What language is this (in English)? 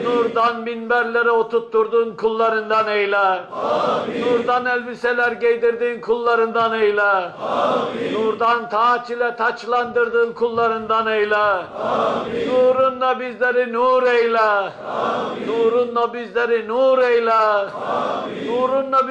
Turkish